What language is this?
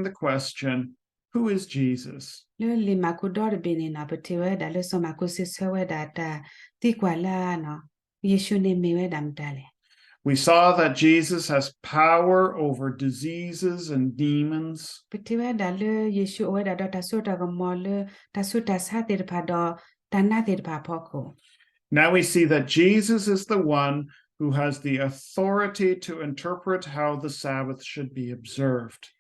S'gaw Karen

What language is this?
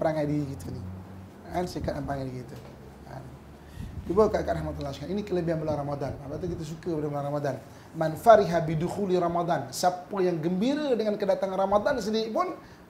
Malay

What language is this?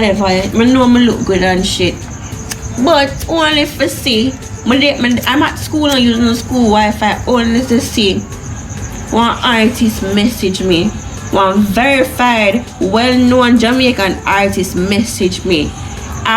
Jamaican Creole English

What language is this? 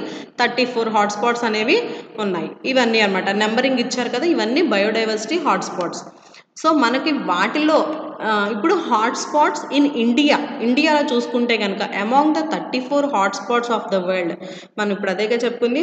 Telugu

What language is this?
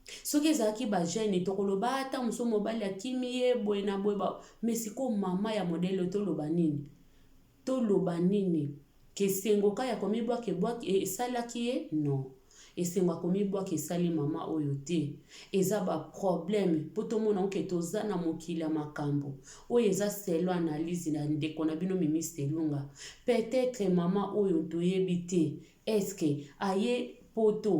Lingala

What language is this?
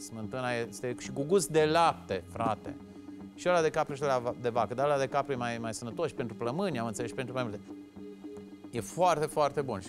Romanian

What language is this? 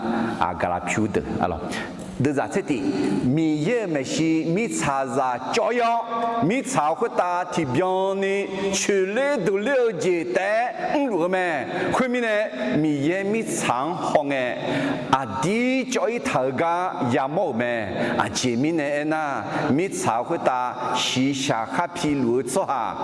Akha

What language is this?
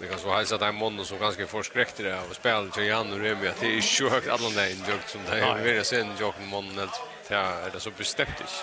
Faroese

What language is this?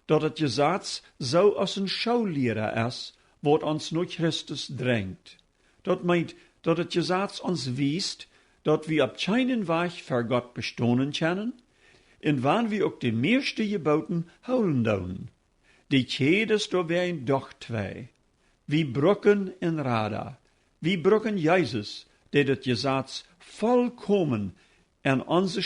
Plautdietsch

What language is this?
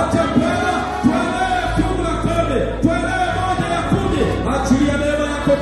Swahili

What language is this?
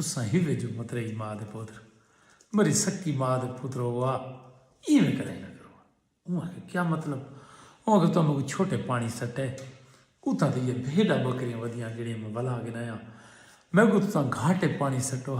Saraiki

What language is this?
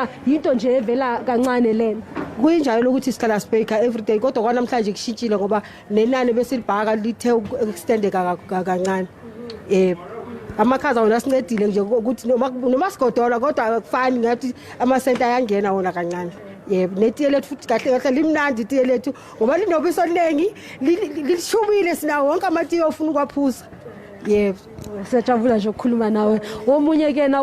Zulu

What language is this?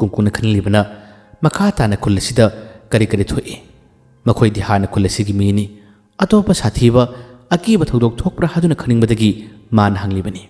Manipuri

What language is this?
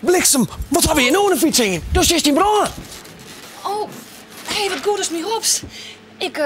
Western Frisian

